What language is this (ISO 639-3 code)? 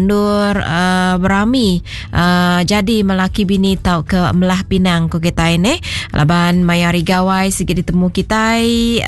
iba